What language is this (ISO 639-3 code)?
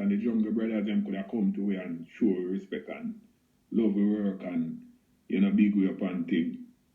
jam